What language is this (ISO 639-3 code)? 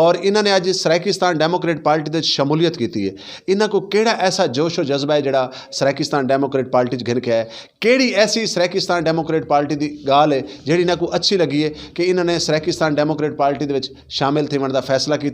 skr